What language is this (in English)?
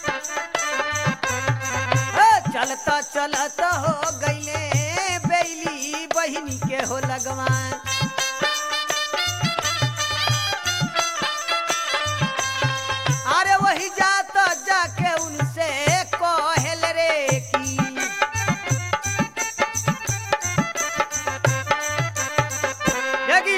Bhojpuri